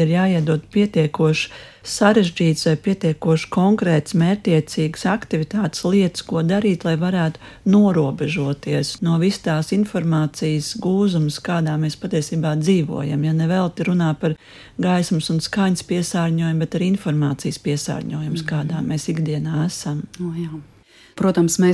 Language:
Latvian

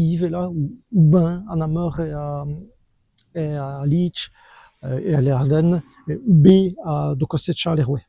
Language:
Walloon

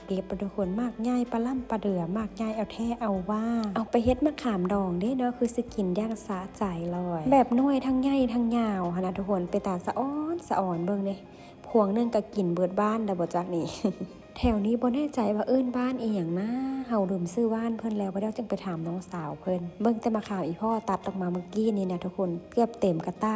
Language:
Lao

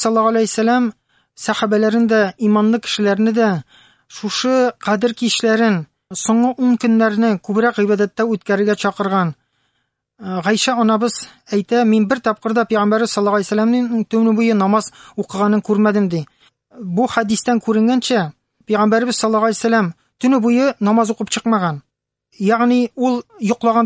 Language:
Tatar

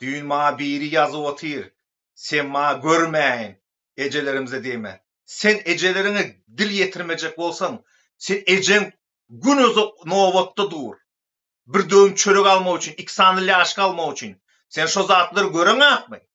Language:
Turkmen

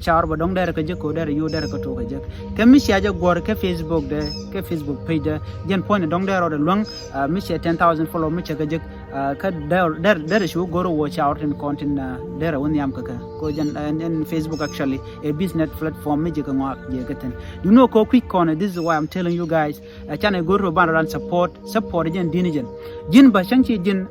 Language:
Nuer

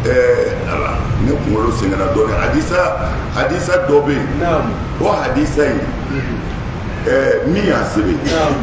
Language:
Bambara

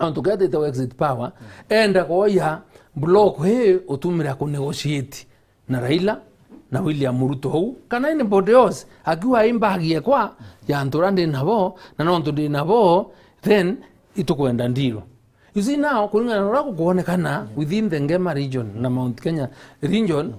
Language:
Meru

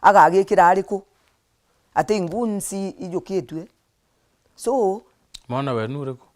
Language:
Meru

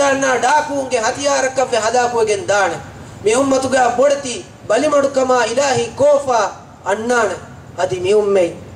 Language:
Divehi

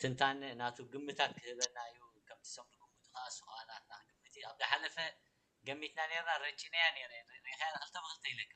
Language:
Tigrinya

